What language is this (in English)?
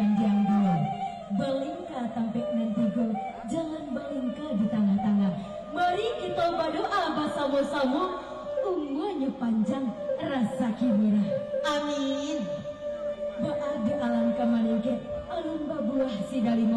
Minangkabau